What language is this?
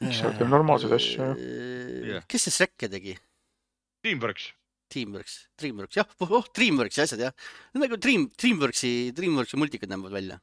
Estonian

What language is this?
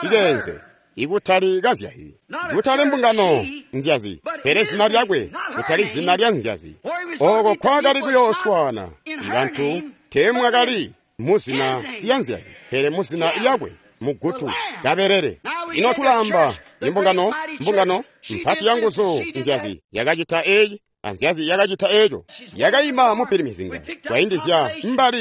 Tonga (Zambia)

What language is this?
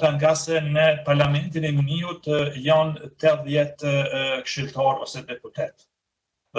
Albanian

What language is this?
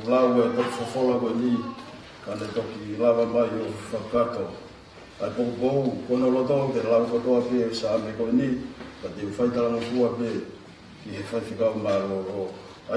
Tongan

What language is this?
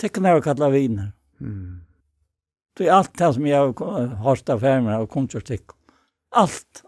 Faroese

